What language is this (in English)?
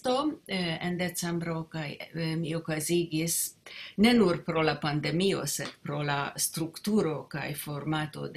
Esperanto